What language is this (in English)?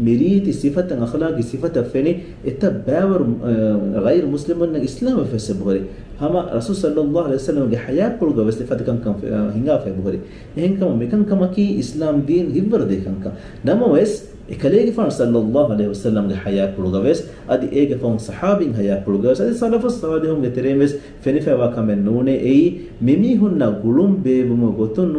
Divehi